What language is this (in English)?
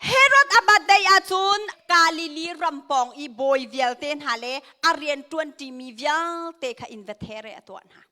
Hakha Chin